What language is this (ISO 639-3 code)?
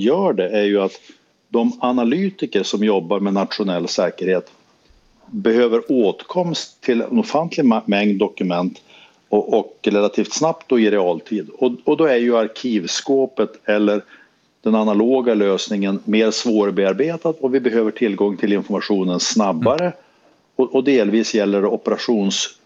swe